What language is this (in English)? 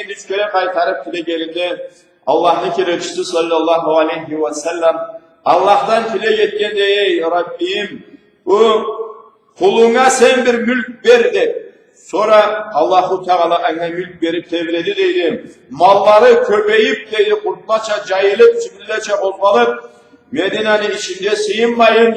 Karachay-Balkar